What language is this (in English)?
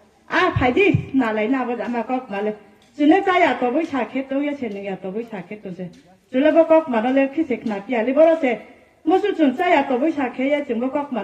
Riang (India)